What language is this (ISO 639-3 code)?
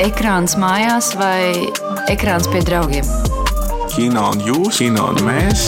lav